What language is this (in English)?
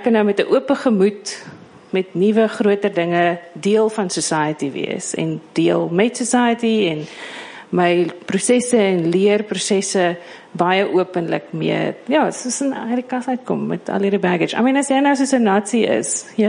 Afrikaans